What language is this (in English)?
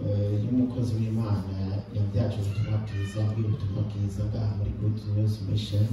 Rundi